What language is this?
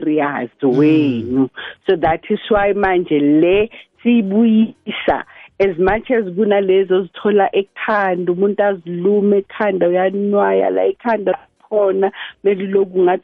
South Ndebele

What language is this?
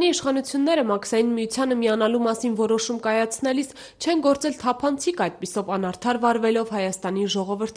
Armenian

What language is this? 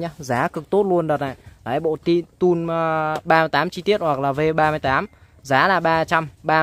Vietnamese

